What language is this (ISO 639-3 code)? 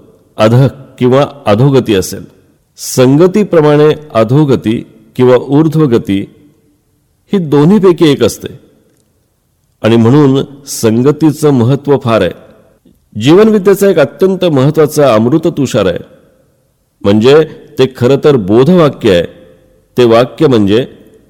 mar